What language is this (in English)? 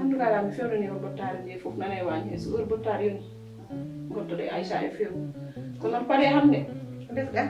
Fula